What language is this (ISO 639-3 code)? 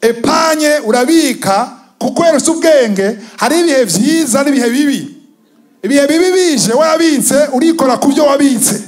run